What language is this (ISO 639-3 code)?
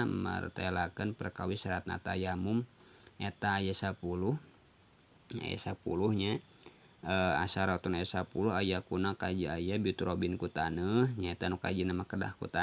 sun